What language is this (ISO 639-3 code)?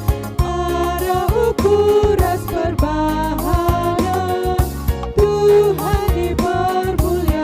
btx